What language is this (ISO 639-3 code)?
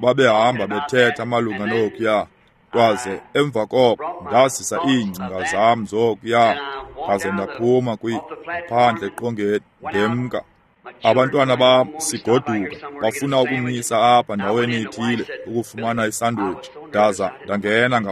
xho